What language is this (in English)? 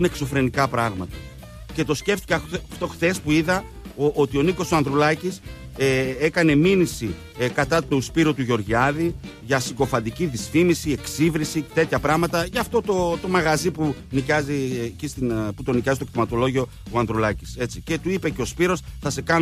Greek